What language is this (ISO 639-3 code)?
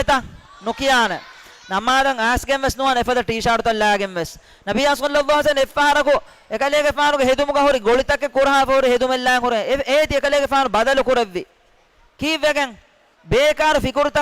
div